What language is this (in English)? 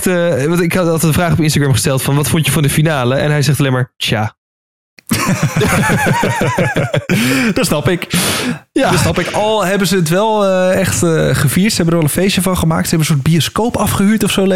Dutch